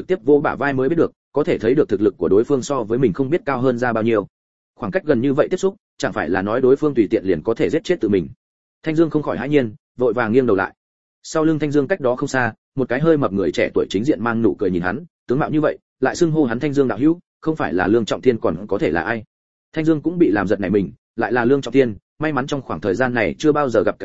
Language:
Vietnamese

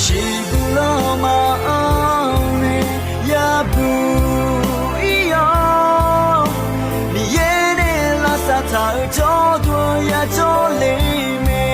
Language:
Akha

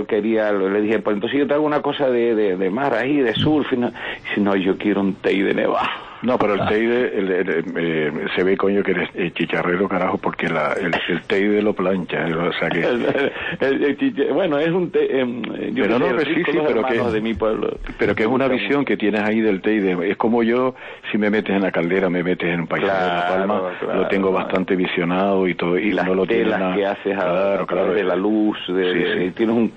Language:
Spanish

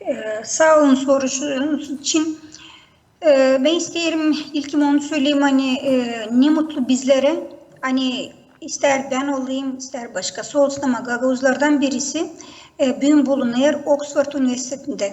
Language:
Gagauz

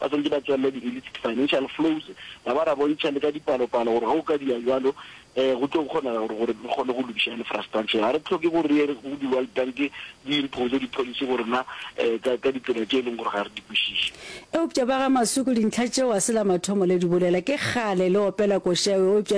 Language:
Northern Sotho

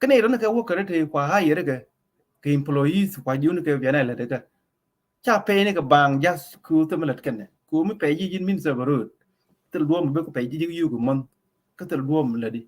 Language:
Nuer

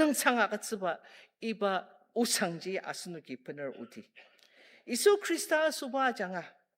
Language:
Ao Naga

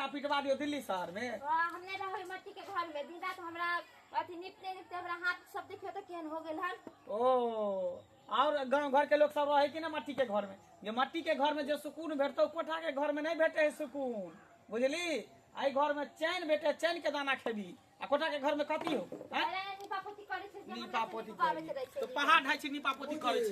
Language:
Maithili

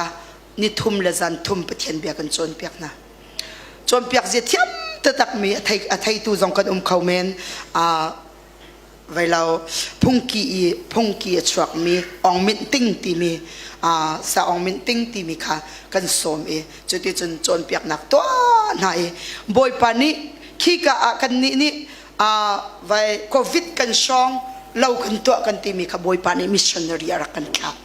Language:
Hakha Chin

